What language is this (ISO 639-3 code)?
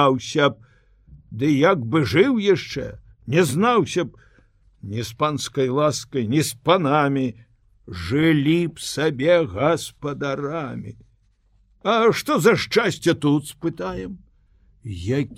bel